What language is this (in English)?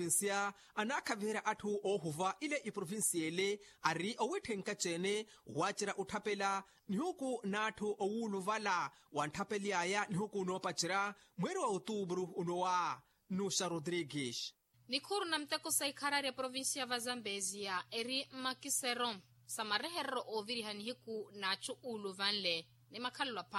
Makhuwa